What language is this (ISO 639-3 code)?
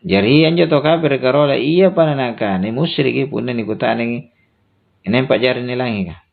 mak